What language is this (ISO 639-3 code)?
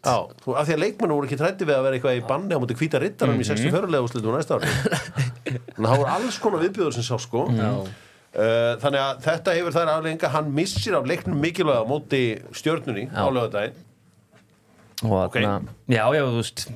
isl